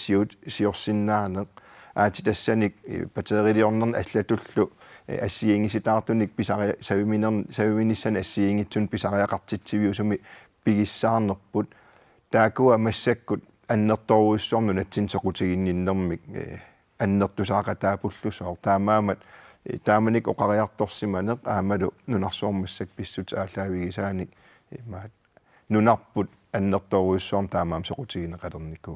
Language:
Kalaallisut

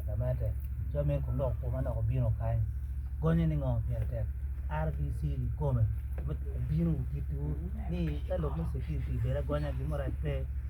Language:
Acoli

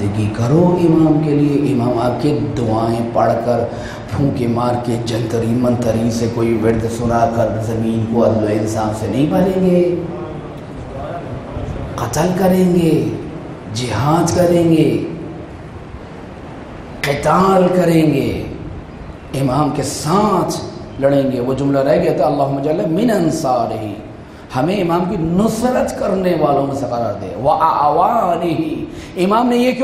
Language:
Urdu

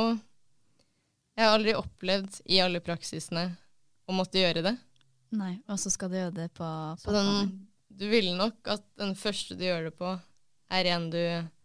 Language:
Norwegian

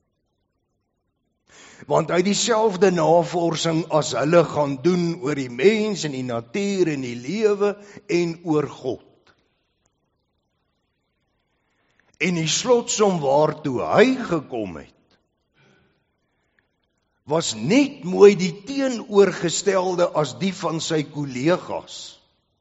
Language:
Afrikaans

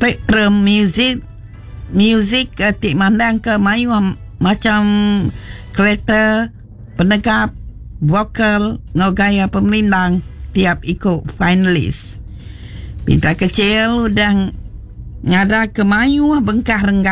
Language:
Iban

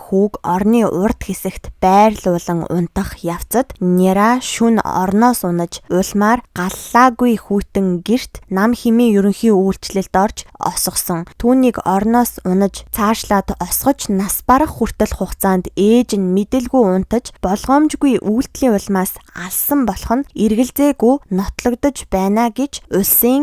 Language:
Mongolian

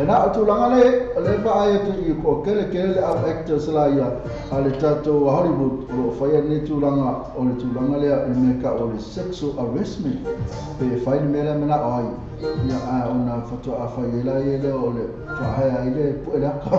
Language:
Samoan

